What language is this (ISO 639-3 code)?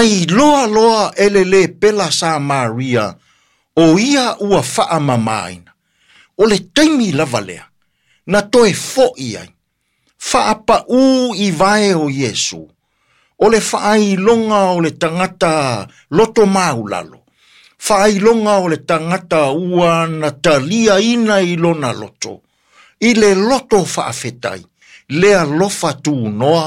smo